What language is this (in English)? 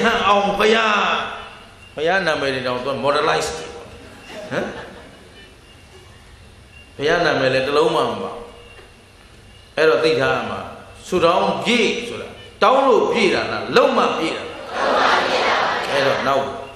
Burmese